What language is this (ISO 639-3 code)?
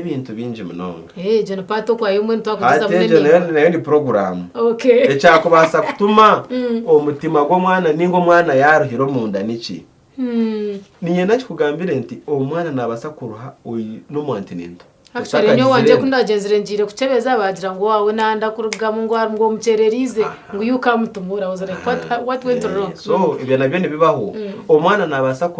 nyn